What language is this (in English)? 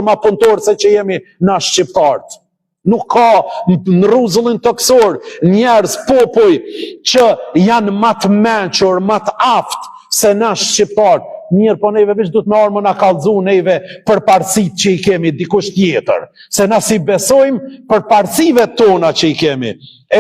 Albanian